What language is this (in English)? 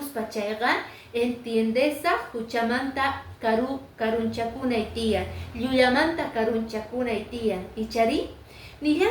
Quechua